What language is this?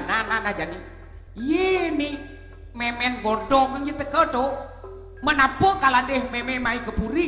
Balinese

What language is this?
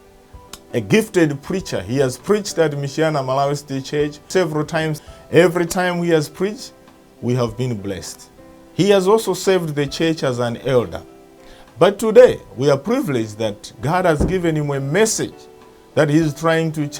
English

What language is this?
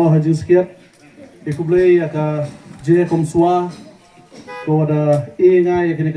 Pnar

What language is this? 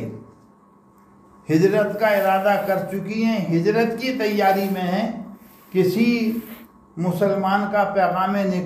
Urdu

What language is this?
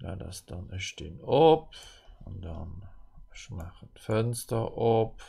Luxembourgish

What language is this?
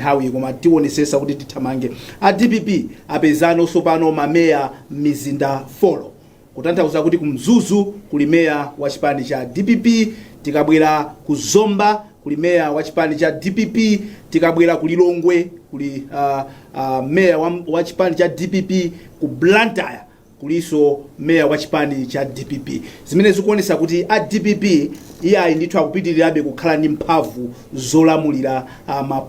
Nyanja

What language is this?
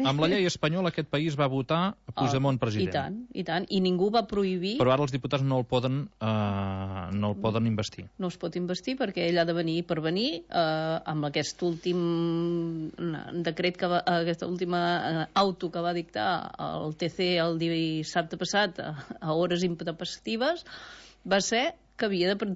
Catalan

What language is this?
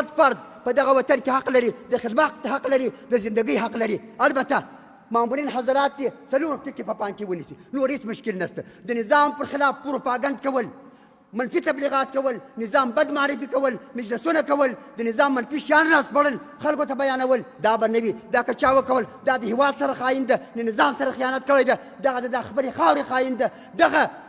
Pashto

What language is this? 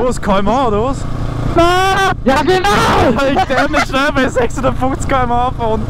Bavarian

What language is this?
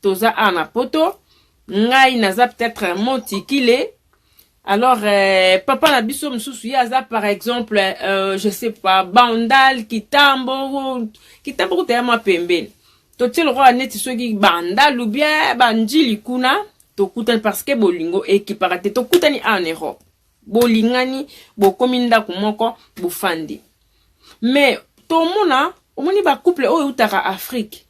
Lingala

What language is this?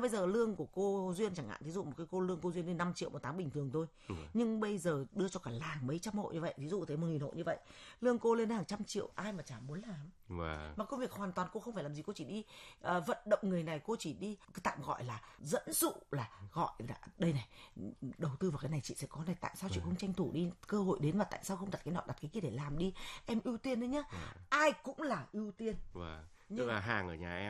Vietnamese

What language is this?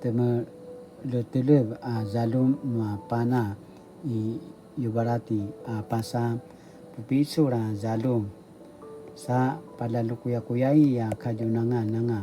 Paiwan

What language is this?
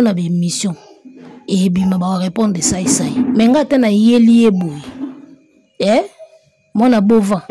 Lingala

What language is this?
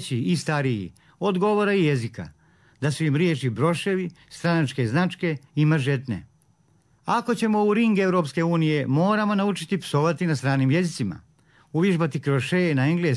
Croatian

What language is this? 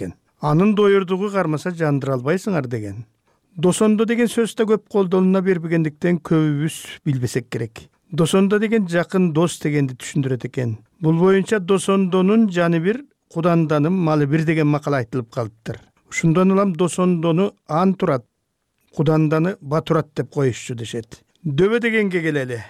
Kyrgyz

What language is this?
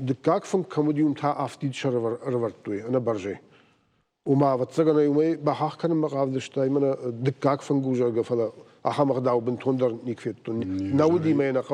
Ossetic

